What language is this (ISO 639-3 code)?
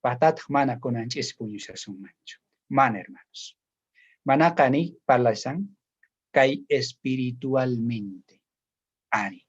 quh